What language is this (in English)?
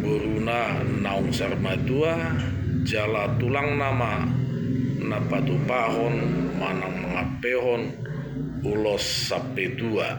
Batak Toba